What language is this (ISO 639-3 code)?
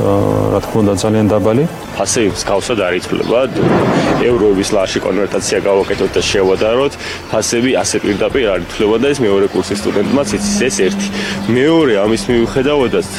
kat